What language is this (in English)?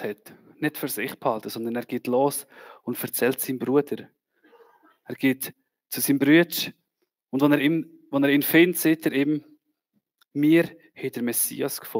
Swiss German